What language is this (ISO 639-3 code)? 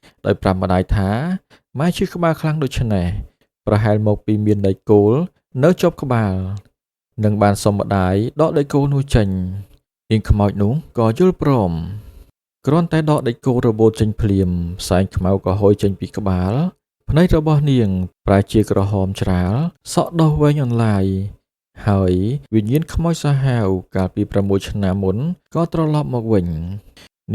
khm